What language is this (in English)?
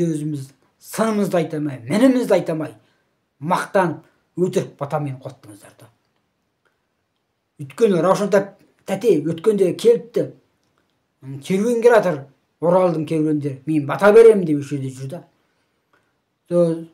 Kazakh